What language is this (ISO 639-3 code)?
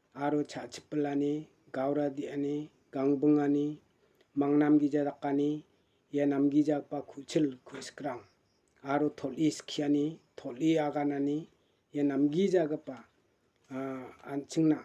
grt